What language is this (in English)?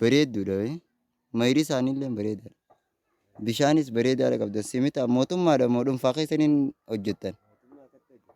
Oromo